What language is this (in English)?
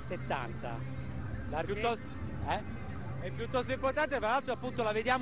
Italian